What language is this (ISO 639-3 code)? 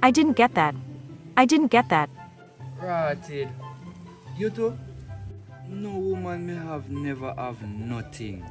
jam